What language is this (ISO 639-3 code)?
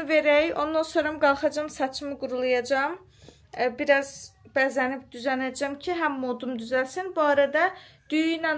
aze